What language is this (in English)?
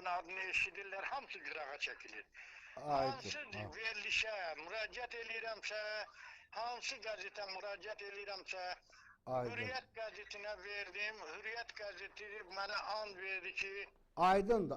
Azerbaijani